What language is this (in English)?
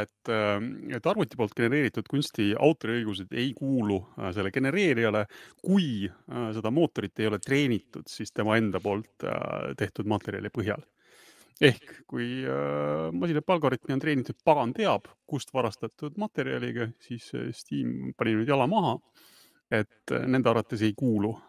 Estonian